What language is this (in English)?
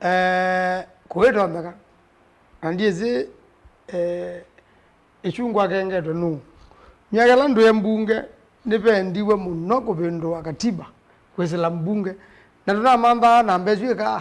Kamba